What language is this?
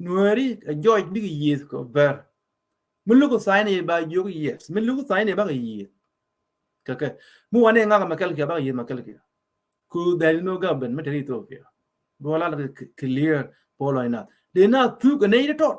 Nuer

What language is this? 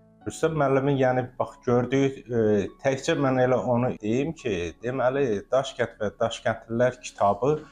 Azerbaijani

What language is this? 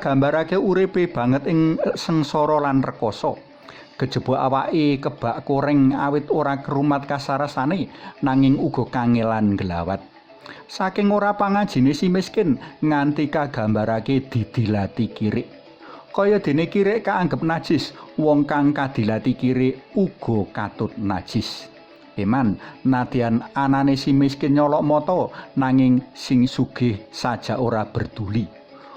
Javanese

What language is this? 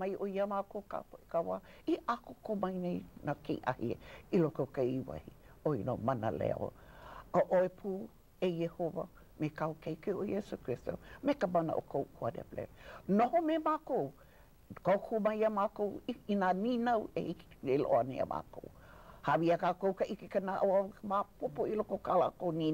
Hawaiian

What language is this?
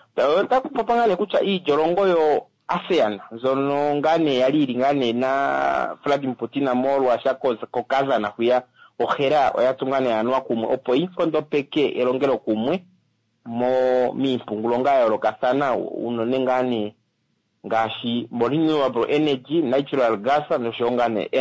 Kuanyama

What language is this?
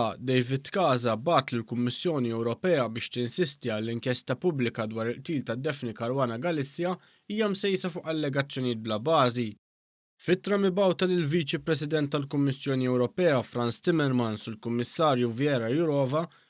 Maltese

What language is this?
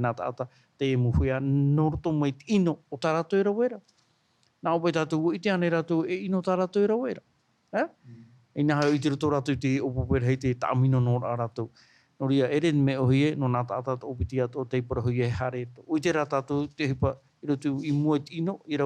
Tahitian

